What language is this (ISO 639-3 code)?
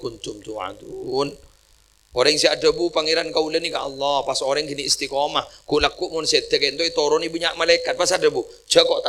mad